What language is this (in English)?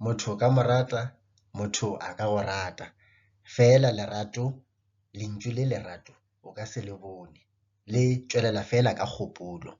Northern Sotho